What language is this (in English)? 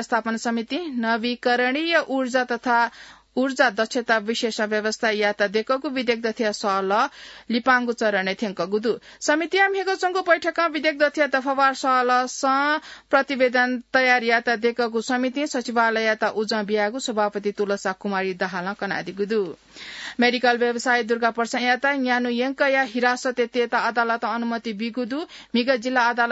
Newari